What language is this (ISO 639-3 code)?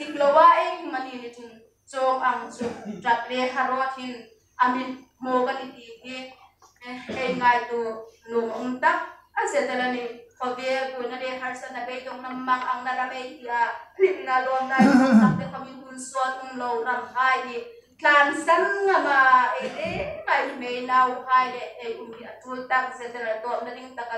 hmr